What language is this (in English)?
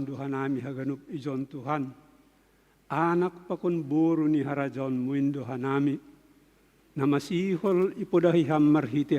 Batak Simalungun